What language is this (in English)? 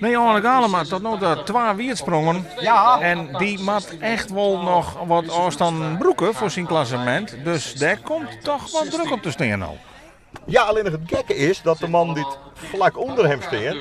Western Frisian